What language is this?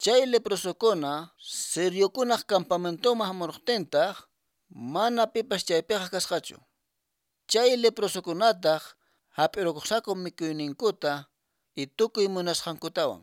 Quechua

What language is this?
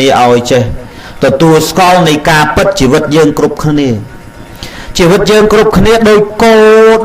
Khmer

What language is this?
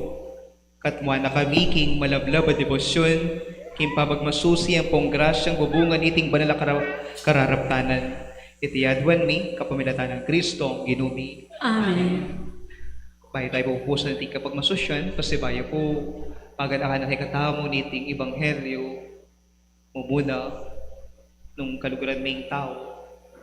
Pampanga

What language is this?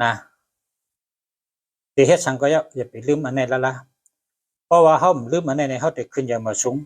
Shan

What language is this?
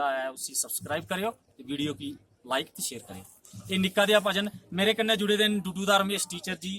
Dogri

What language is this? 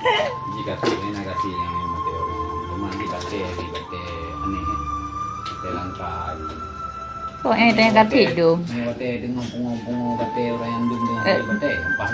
Achinese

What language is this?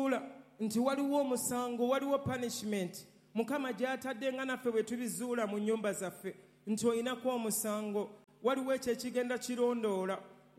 Ganda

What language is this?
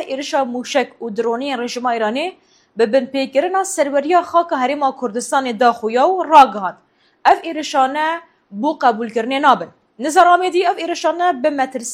Kurdish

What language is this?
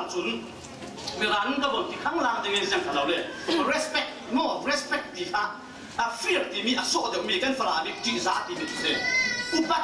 Falam Chin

